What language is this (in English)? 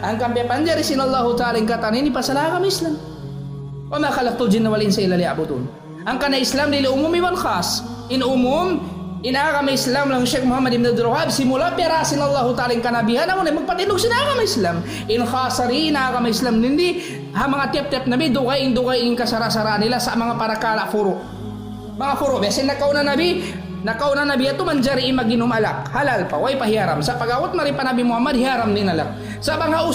Tausug